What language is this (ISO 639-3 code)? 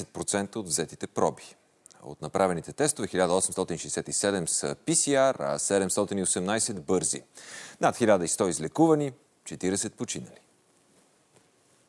bul